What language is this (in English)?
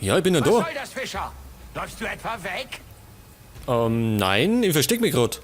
Bavarian